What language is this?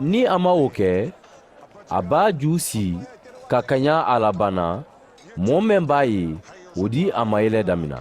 Mandingo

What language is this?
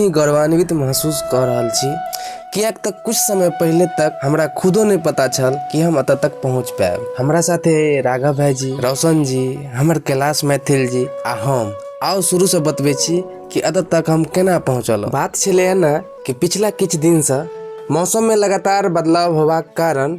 Maithili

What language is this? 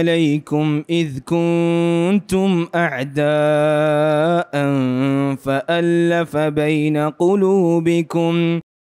Arabic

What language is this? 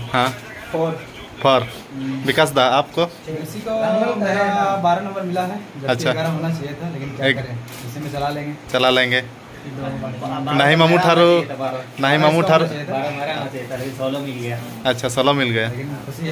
Santali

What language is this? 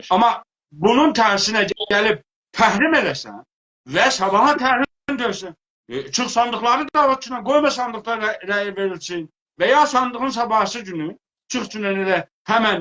South Azerbaijani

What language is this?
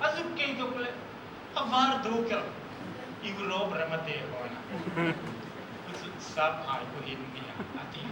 Hmar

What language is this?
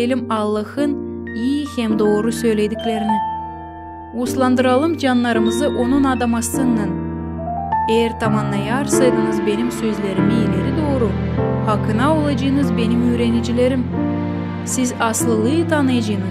Gagauz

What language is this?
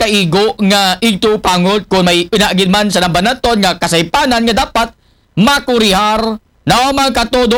Aklanon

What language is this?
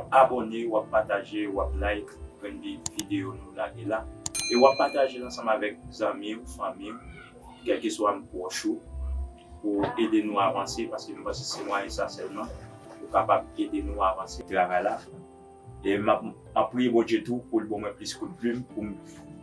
Haitian Creole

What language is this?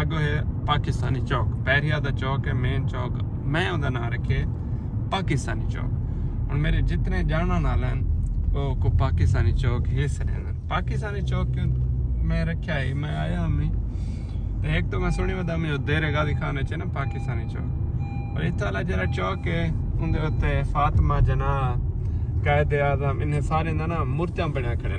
Saraiki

